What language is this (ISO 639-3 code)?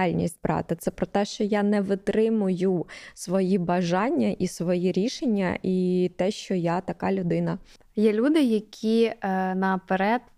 ukr